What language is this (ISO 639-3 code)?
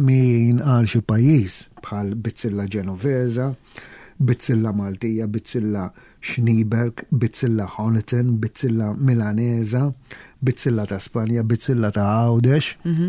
mlt